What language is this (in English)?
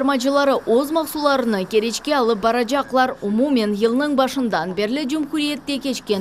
Crimean Tatar